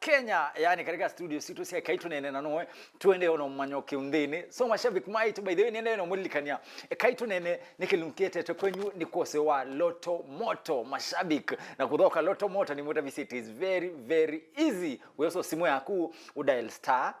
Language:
Kamba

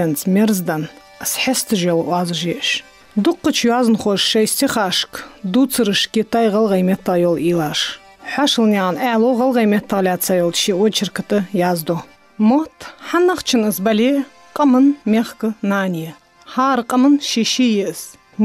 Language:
Ingush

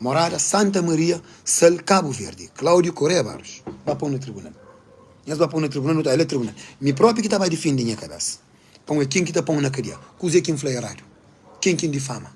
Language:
Kabuverdianu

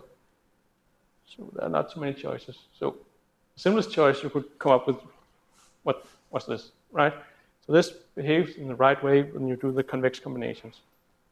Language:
English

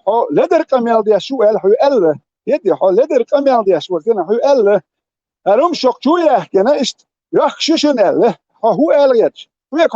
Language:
Chechen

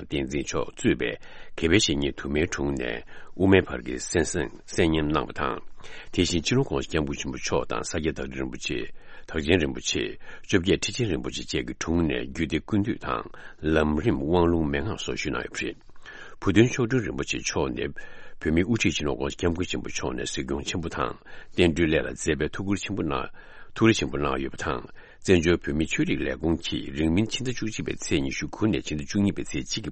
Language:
Tibetan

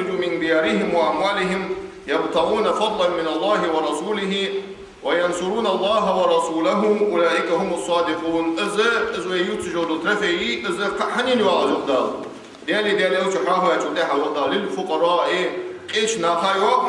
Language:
Ingush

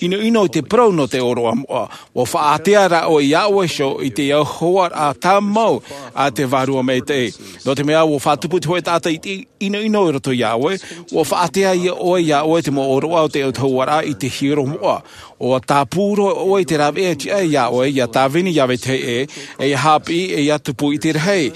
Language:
Tahitian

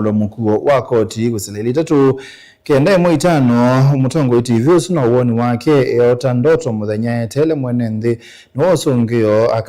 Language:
Kamba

